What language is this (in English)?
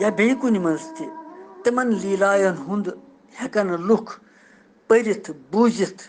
Kashmiri